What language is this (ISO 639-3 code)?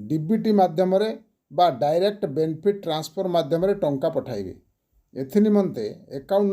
ori